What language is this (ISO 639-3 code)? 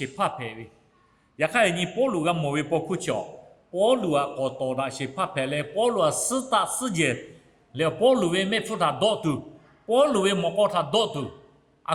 lhu